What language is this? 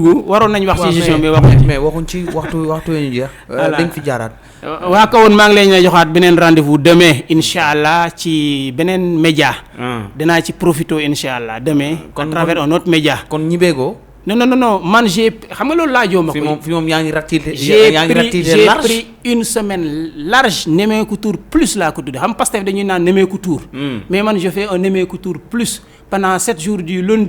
Wolof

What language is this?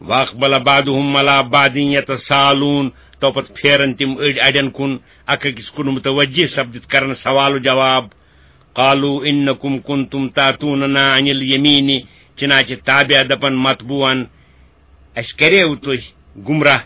Kashmiri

